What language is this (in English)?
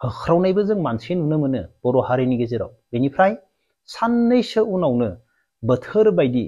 Bodo